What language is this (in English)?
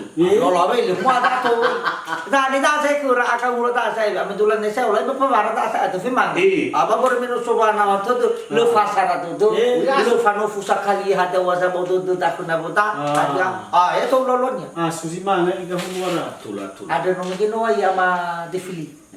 Nias